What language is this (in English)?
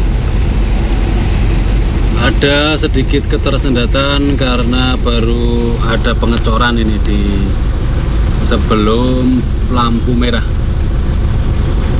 Indonesian